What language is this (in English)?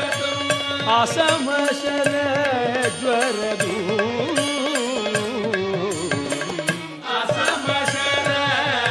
Sanskrit